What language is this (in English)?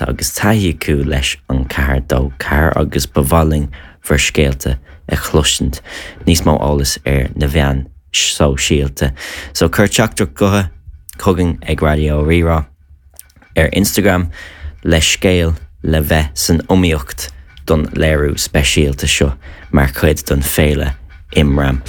Irish